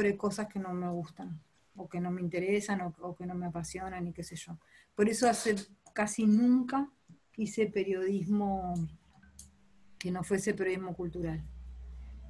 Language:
Spanish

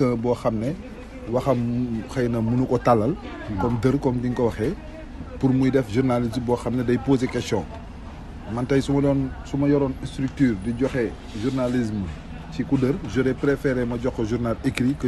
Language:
Wolof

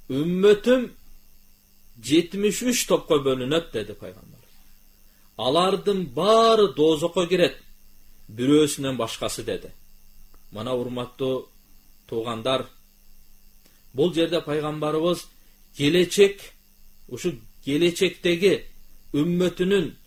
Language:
Kyrgyz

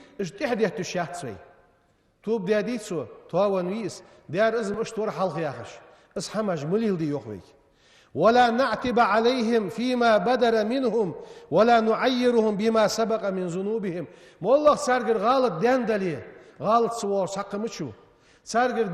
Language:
Ingush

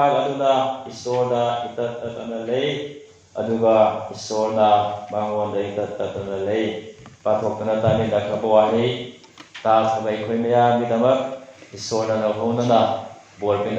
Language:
Manipuri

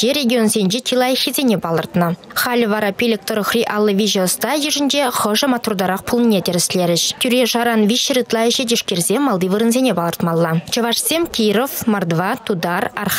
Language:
Chuvash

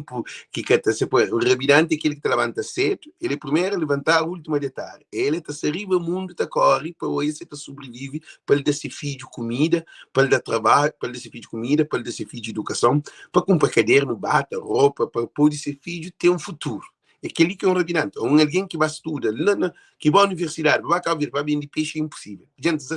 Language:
Kabuverdianu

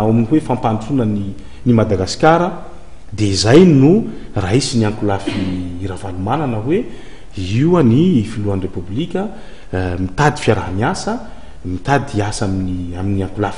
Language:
Malagasy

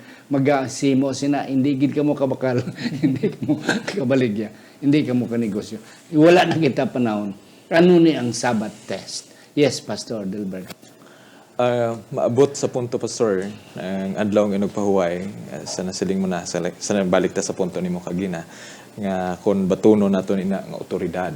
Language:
Hiligaynon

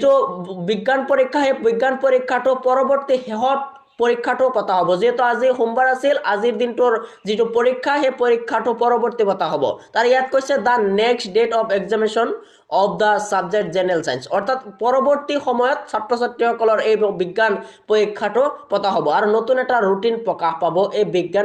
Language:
Assamese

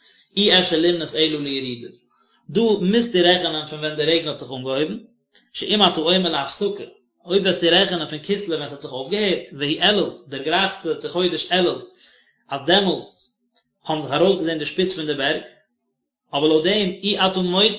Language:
Yiddish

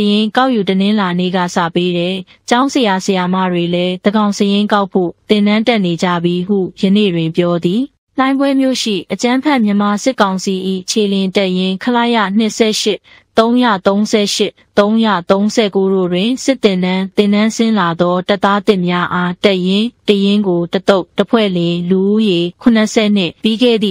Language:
Burmese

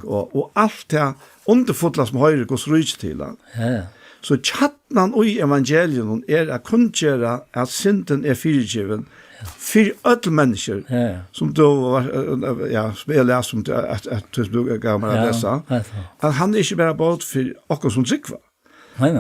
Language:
Faroese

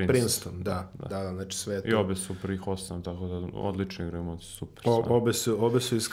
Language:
Serbian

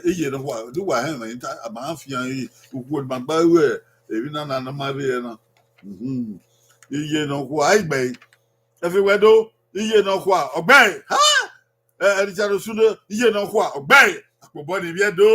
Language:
Bini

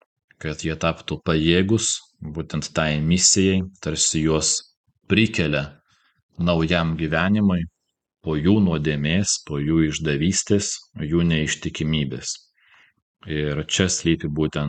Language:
Lithuanian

